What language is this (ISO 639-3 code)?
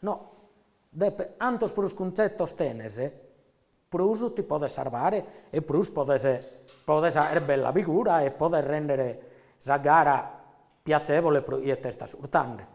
srd